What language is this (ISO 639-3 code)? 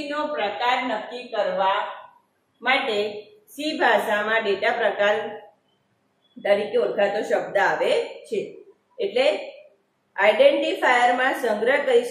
guj